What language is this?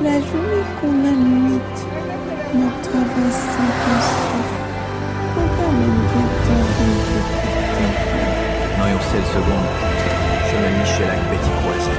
Haitian Creole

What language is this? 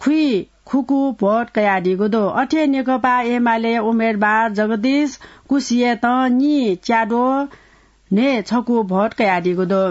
Newari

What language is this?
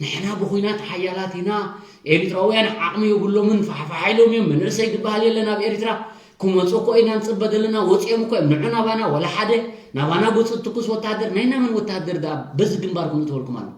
Tigrinya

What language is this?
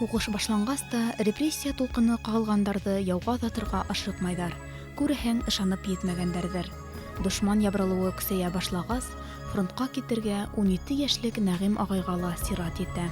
Bashkir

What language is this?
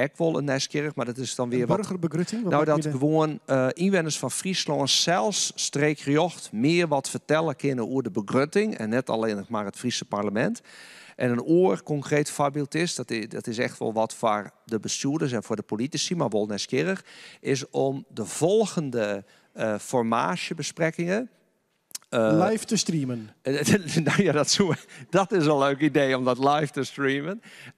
Western Frisian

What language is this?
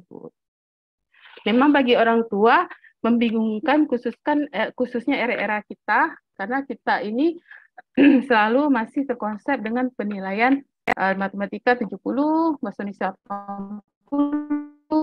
Indonesian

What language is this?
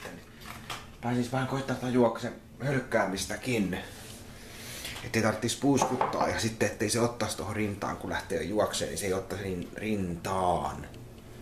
Finnish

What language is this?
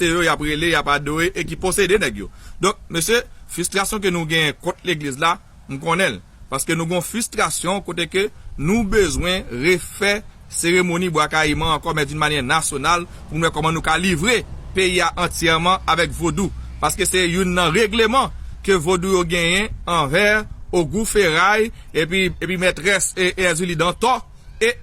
Haitian Creole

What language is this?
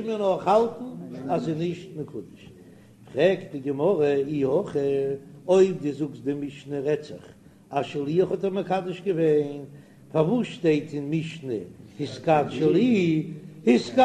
Yiddish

